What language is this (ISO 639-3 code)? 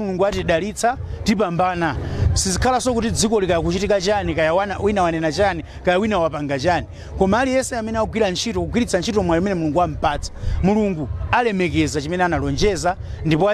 nya